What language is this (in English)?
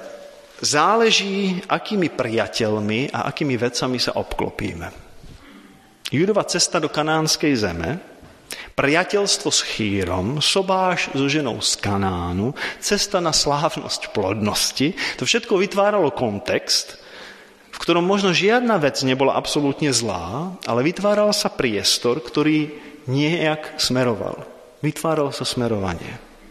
Slovak